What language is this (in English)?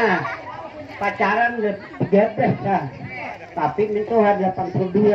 Banjar